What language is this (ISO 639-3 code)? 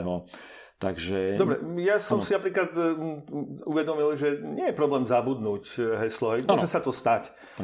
slk